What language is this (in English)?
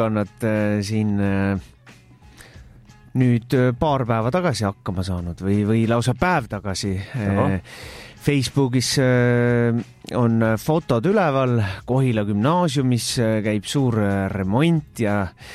Estonian